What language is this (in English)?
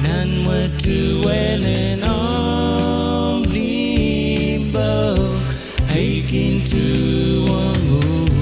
Pohnpeian